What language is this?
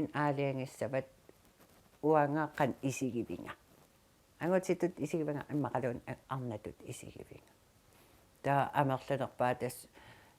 Kalaallisut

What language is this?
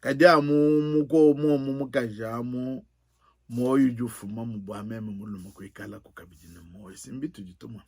Luba-Lulua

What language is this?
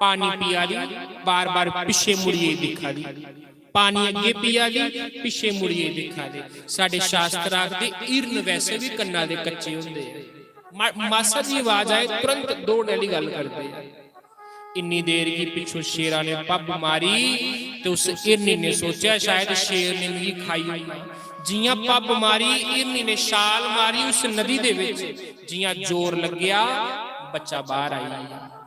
Dogri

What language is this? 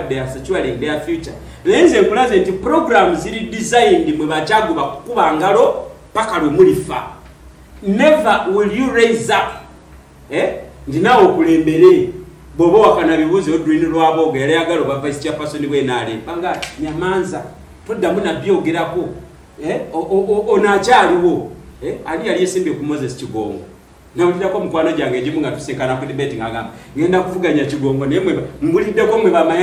Ganda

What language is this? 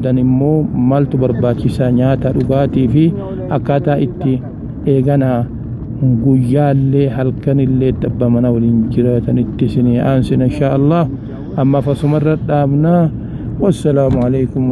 Oromo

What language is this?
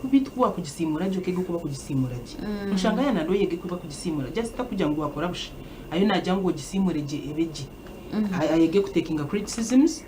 Nyankole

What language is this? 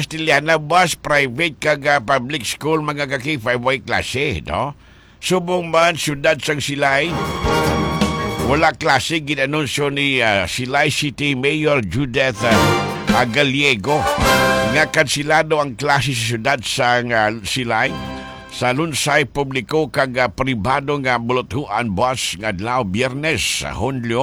Hiligaynon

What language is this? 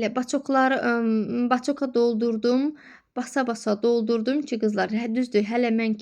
Azerbaijani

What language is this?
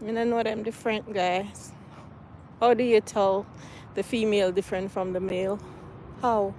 Jamaican Creole English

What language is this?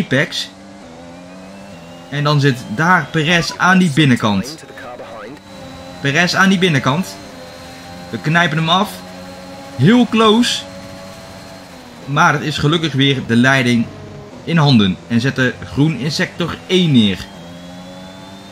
Dutch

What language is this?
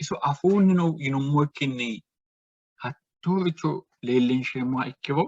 Sidamo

